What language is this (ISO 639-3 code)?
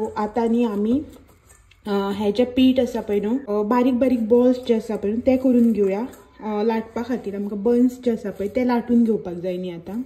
kok